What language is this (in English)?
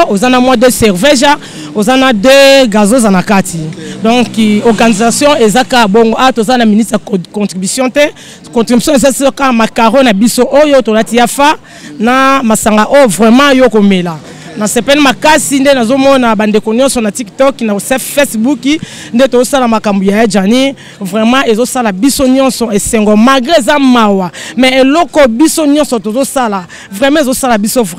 Lingala